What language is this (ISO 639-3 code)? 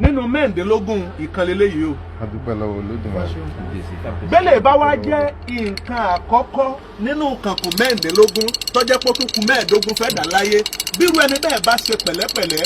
yor